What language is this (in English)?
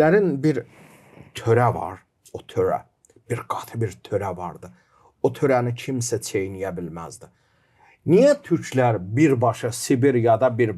Gagauz